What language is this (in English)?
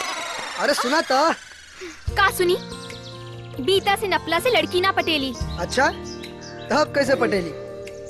Bhojpuri